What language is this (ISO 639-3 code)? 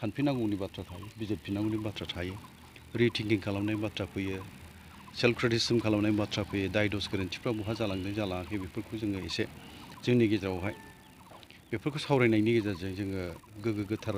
brx